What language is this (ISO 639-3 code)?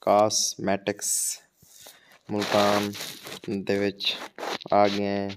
skr